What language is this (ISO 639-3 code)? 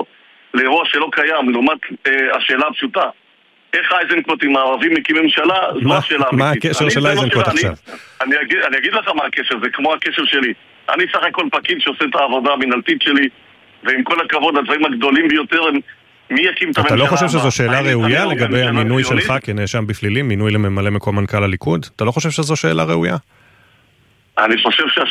heb